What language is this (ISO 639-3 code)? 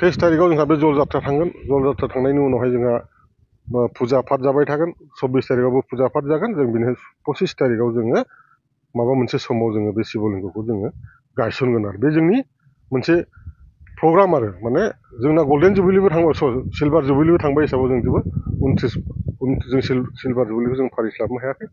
brx